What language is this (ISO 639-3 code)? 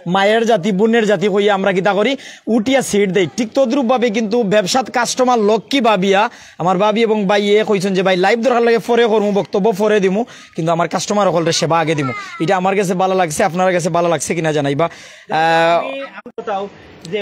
syl